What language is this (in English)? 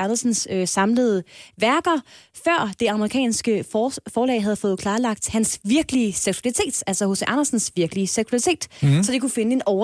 Danish